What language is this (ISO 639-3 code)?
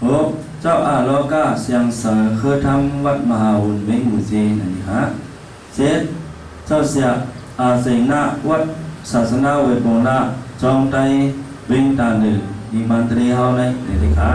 shn